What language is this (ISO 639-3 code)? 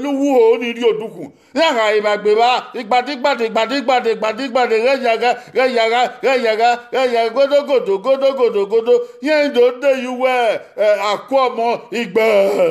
bin